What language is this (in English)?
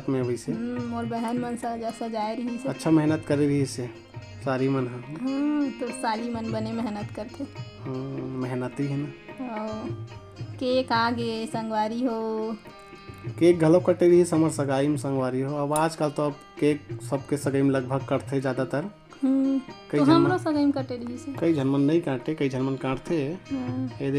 Chhattisgarhi